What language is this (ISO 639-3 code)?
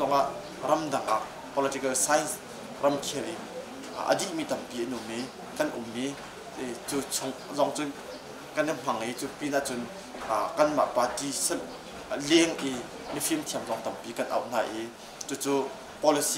cnh